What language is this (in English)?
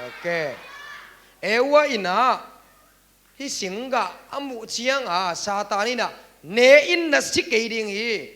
Tedim Chin